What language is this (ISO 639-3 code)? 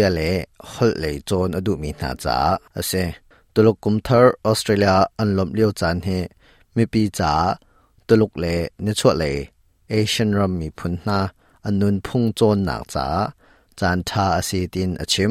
cnh